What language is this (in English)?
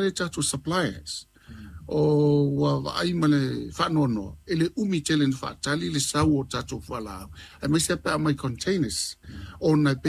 Samoan